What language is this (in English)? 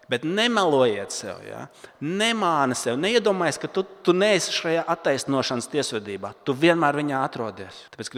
Latvian